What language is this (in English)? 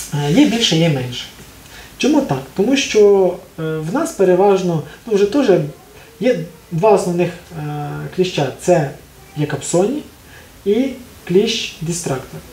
Ukrainian